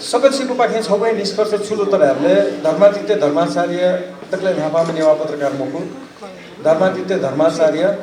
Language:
Newari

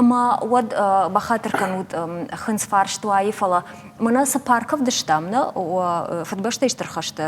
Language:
Ossetic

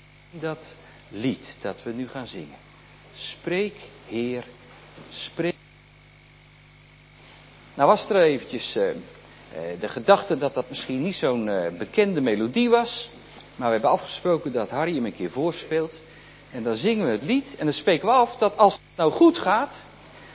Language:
Dutch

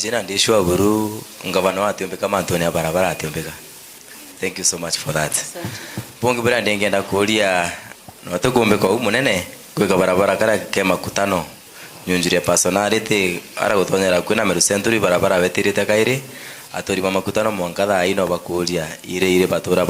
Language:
Meru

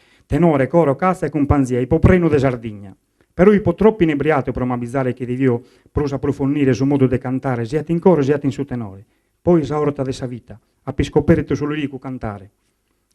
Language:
Sardinian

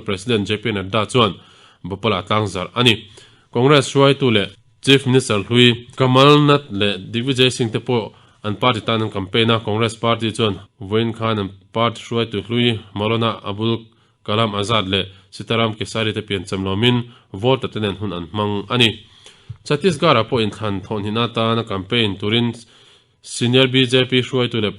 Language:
Mizo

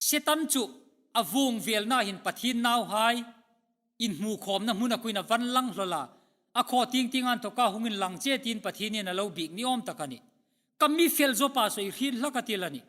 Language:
Hmar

